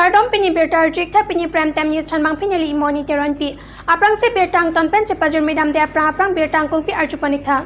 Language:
Karbi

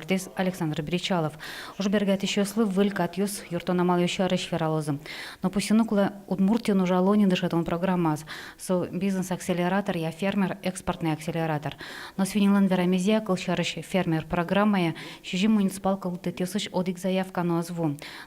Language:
Udmurt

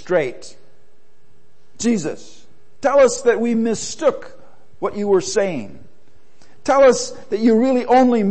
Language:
English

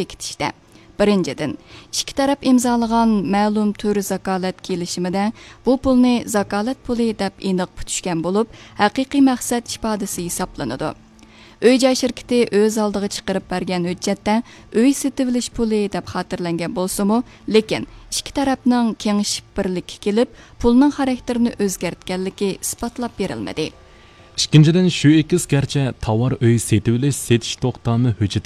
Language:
Uyghur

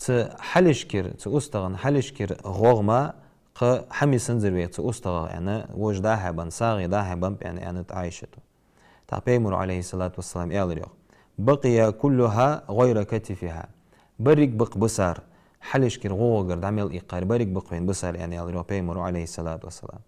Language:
Ingush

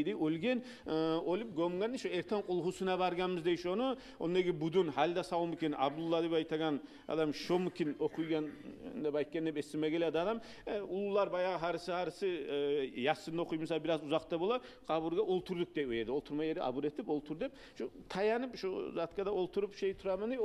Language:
Kumyk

